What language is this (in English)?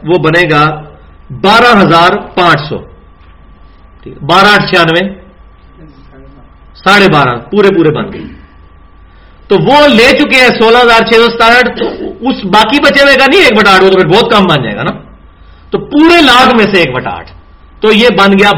Urdu